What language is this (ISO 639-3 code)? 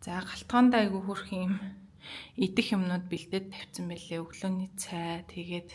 mon